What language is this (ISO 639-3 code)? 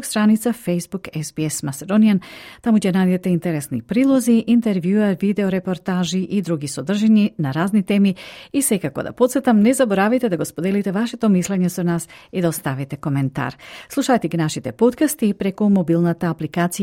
mkd